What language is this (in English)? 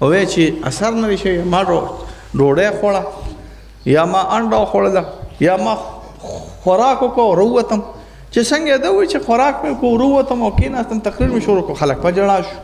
Pashto